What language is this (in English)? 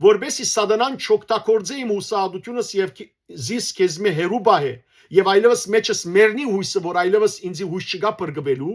Western Armenian